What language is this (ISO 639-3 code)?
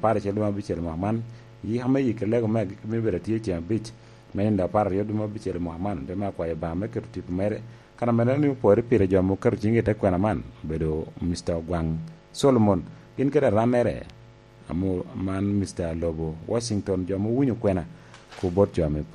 laj